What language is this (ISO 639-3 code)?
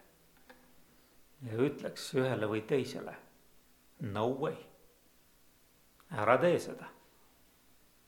est